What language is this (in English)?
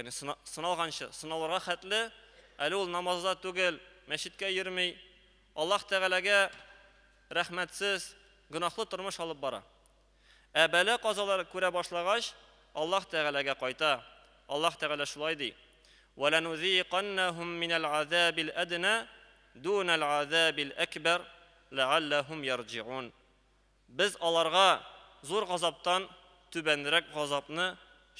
Tatar